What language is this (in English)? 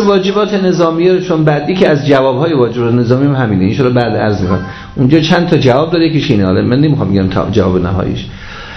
Persian